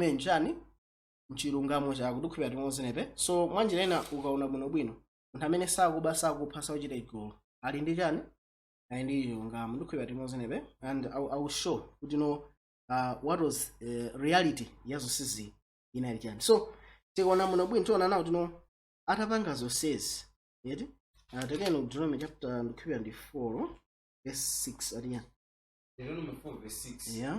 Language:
Nyanja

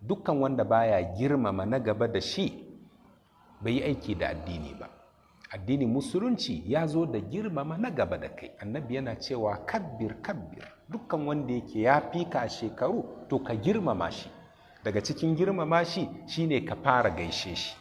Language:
Hausa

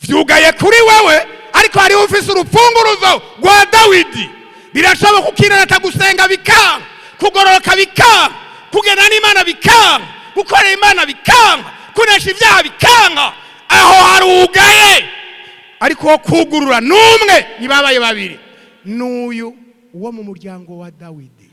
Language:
Rundi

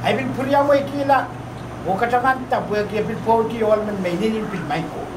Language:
Pohnpeian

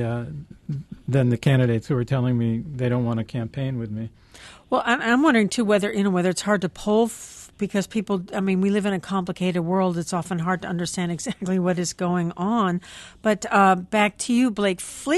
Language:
English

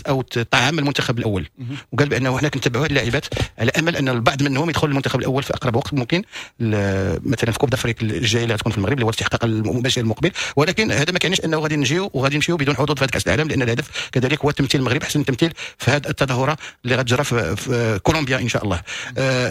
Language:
Moroccan Arabic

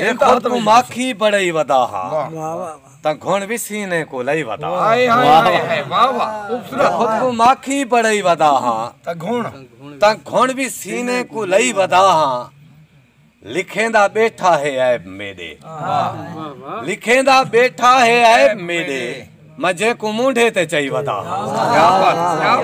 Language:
Saraiki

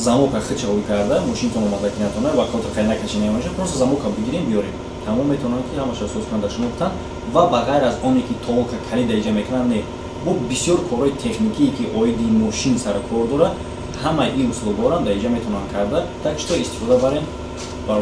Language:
Tajik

